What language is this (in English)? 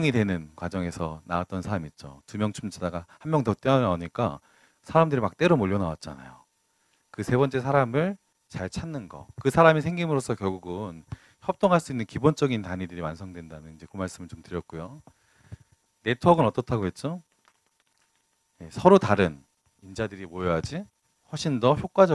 Korean